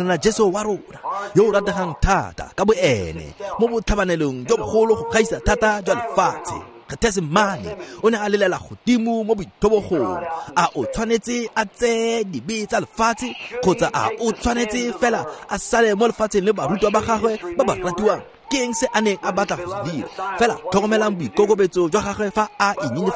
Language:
Tswana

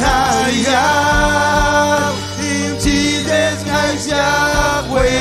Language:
Marshallese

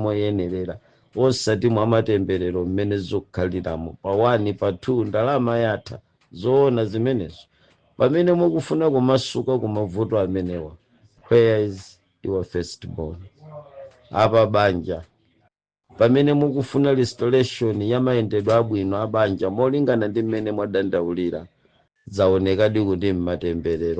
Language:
Nyanja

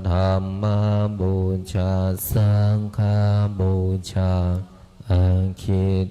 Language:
Pali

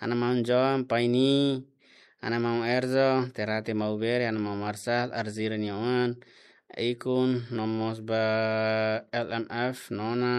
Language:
Tetum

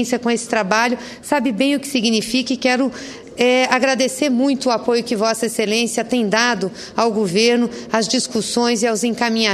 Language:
Portuguese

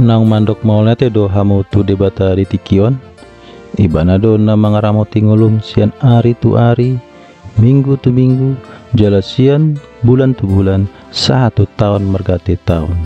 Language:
Batak Toba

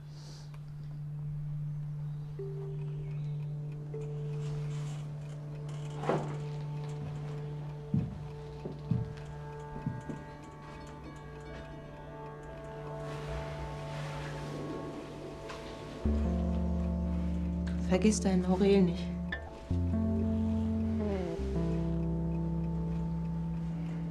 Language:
German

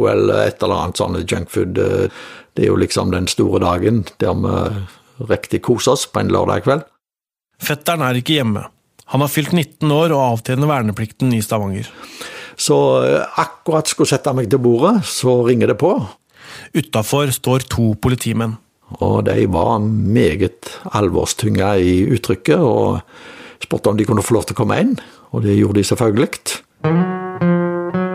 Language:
Norwegian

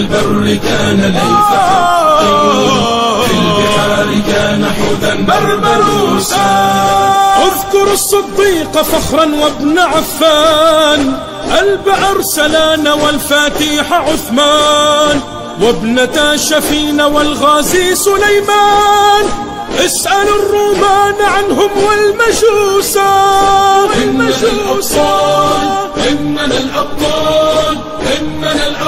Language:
Arabic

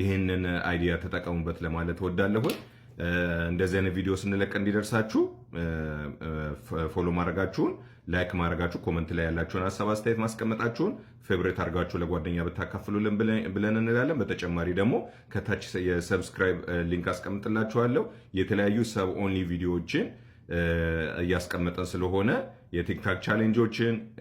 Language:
Amharic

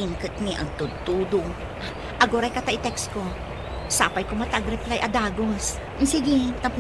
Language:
Iloko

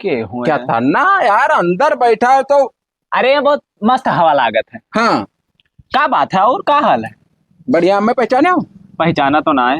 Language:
Awadhi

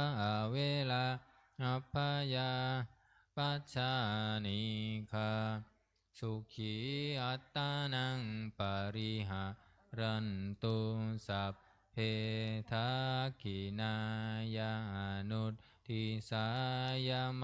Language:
Pali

